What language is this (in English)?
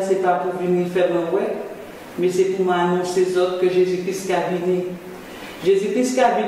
Guadeloupean Creole French